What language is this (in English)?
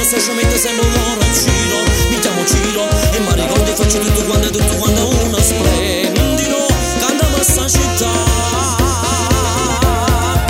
Italian